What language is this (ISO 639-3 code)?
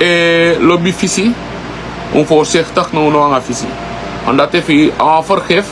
srn